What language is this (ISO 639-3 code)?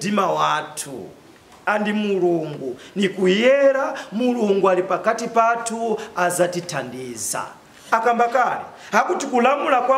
nya